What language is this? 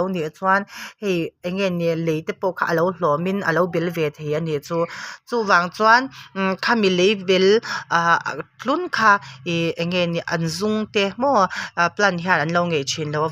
Mizo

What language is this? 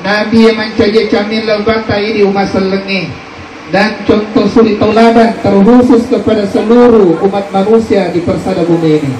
Buginese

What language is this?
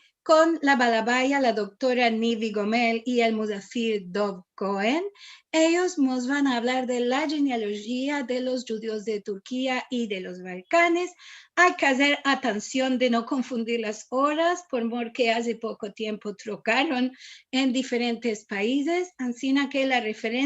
Ladino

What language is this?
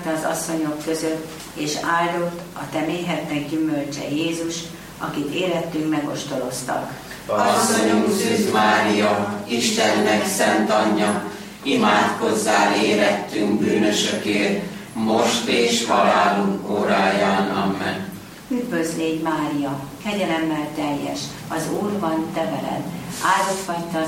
Hungarian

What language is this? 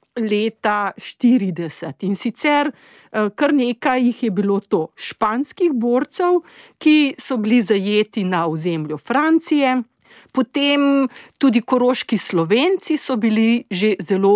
Slovenian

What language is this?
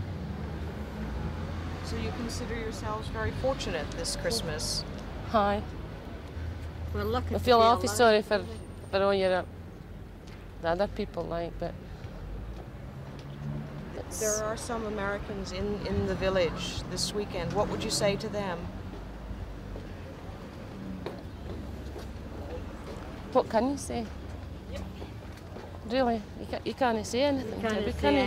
English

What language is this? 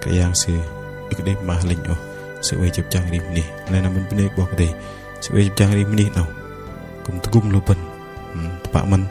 Bahnar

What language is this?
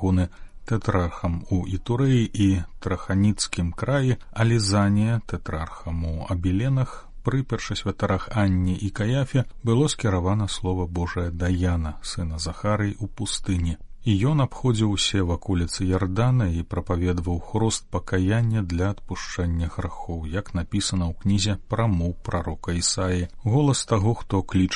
Belarusian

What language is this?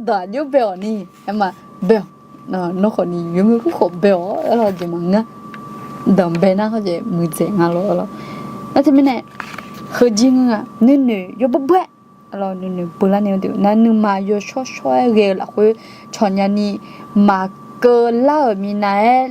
Akha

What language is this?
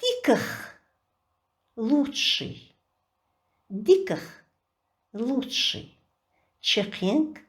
Chechen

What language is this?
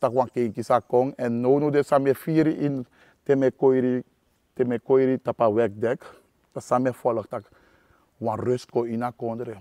Sranan Tongo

